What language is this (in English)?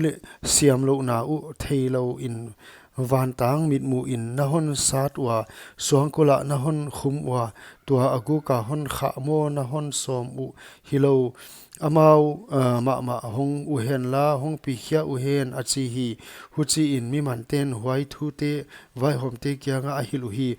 Paite Chin